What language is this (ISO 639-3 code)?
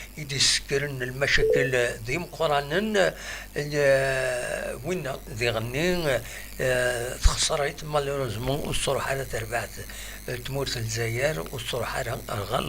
kab